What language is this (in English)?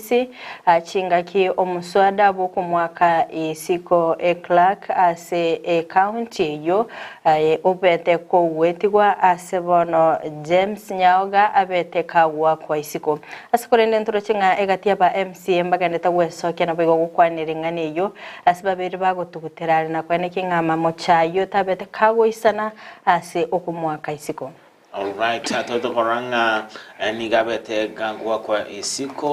Gusii